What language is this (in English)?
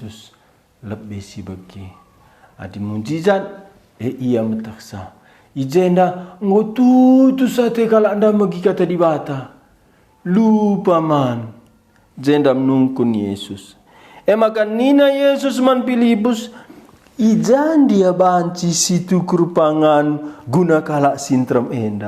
Batak Karo